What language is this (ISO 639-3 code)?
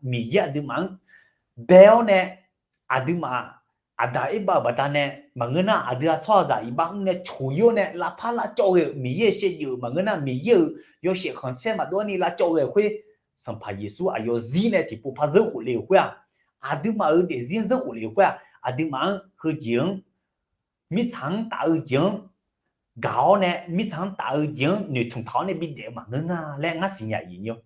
ahk